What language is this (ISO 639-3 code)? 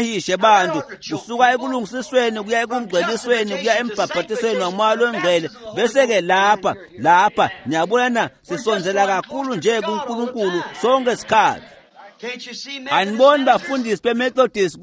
ssw